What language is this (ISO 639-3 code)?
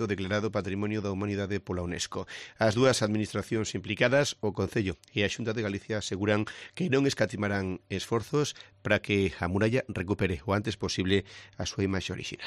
glg